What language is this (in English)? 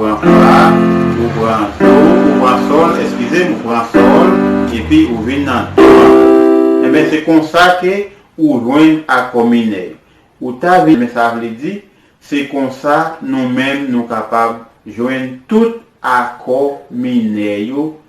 Haitian Creole